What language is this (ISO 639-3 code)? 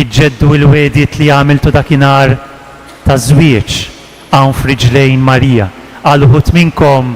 mlt